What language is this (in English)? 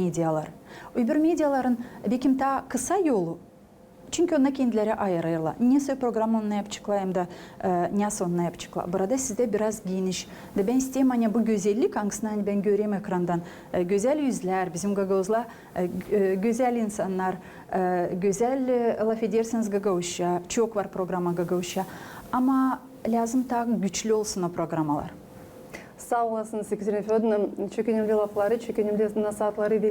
Gagauz